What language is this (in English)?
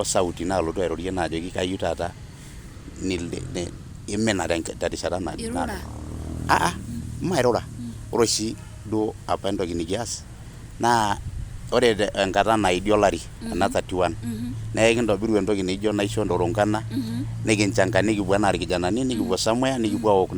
Masai